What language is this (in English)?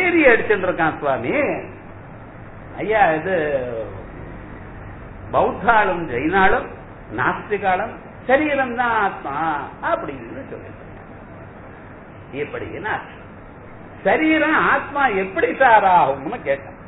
Tamil